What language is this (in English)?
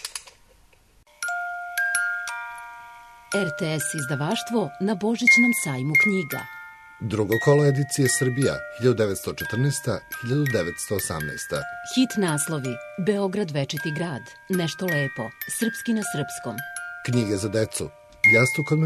Serbian